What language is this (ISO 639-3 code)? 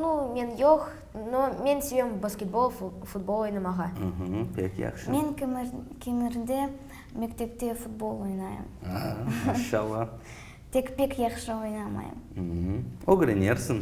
crh